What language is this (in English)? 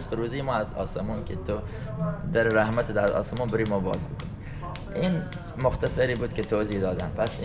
Persian